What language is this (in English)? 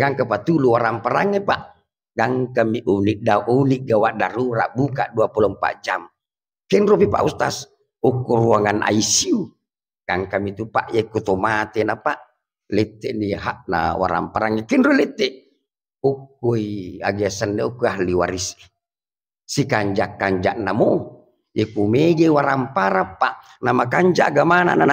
Buginese